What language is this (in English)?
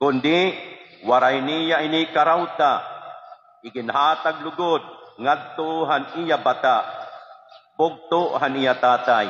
Waray